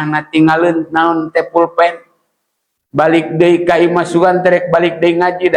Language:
Sundanese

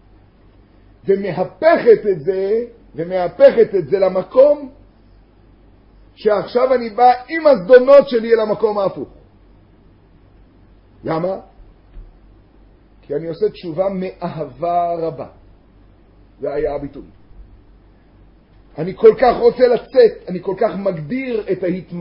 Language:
Hebrew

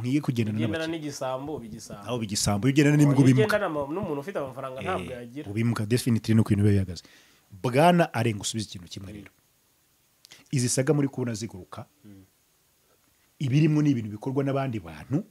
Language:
Kinyarwanda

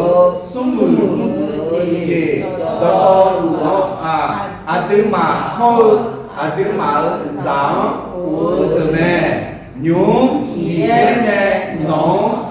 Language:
Akha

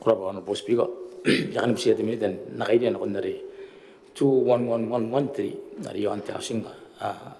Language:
Gilbertese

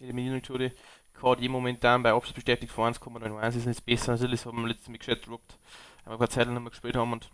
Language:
Bavarian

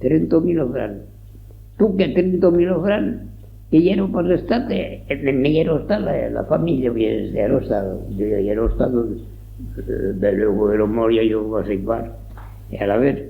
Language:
Occitan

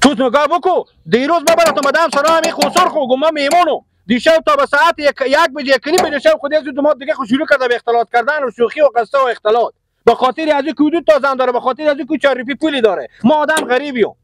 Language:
Persian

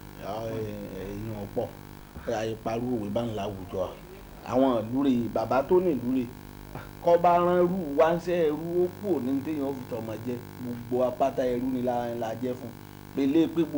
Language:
Yoruba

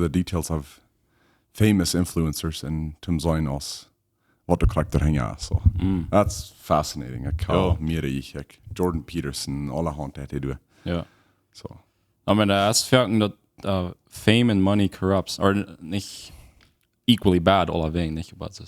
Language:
Plautdietsch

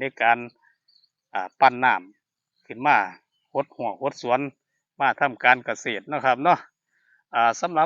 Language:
Northeastern Thai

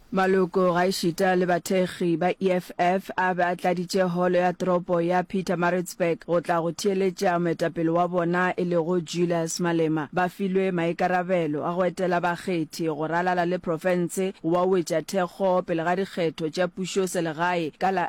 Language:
Northern Sotho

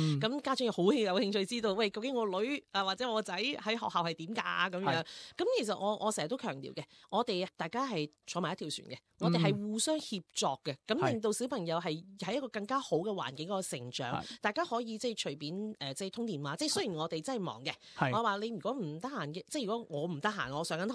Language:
Cantonese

